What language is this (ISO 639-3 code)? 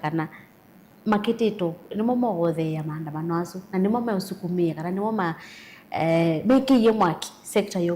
kam